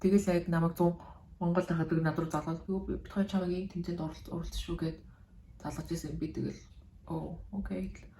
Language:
Mongolian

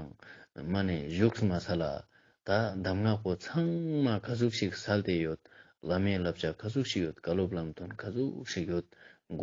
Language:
Ladakhi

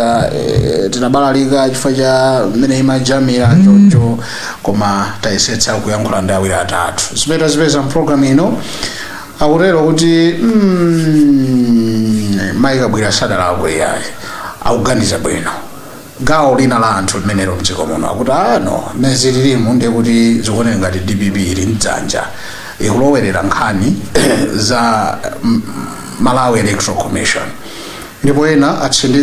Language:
Nyanja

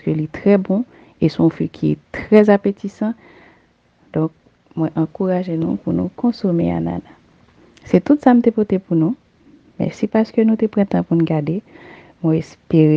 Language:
Haitian Creole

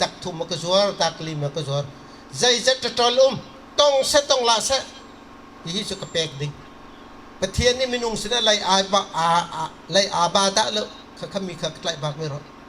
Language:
Bawm Chin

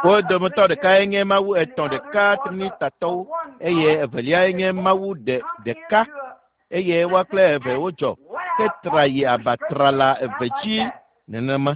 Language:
Ewe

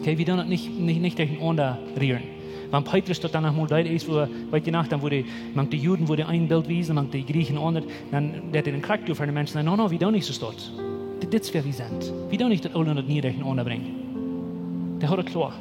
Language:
Plautdietsch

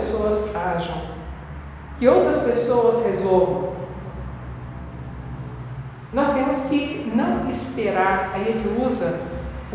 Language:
Portuguese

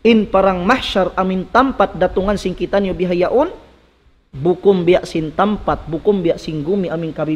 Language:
Tausug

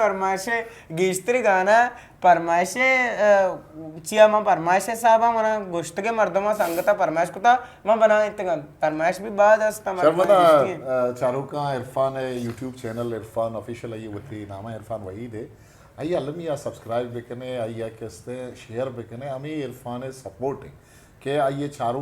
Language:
Eastern Balochi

